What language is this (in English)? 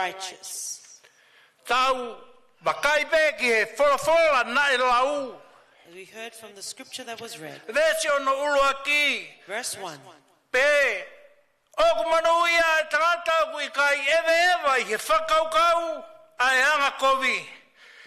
Tongan